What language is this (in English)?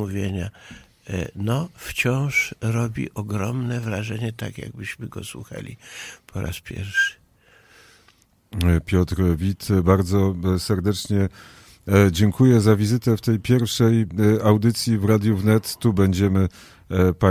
Polish